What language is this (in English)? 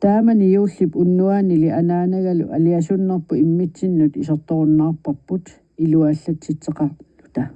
Kalaallisut